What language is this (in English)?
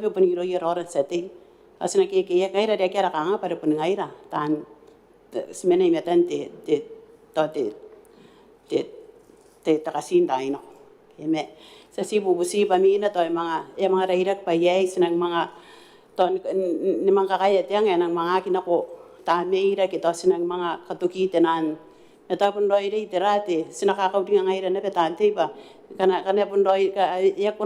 Gilbertese